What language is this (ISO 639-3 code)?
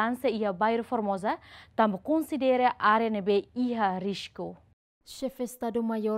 tet